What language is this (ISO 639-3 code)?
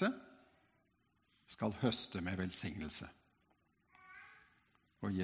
nor